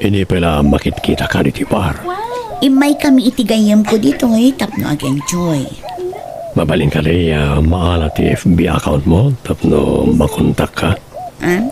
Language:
Iloko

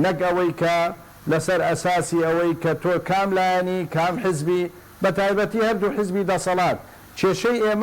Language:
Central Kurdish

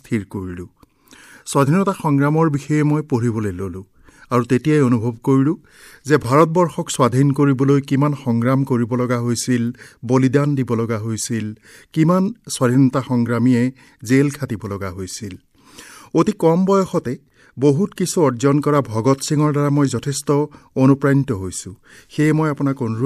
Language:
Assamese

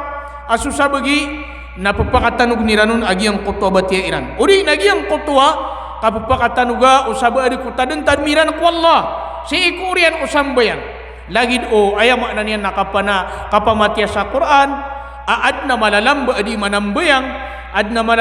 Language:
Maranao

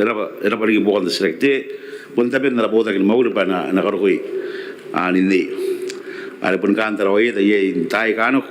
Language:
Gilbertese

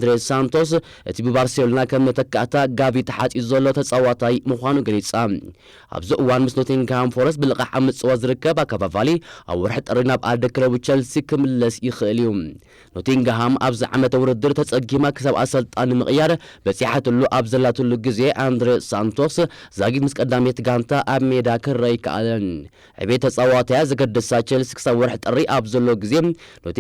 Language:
Tigrinya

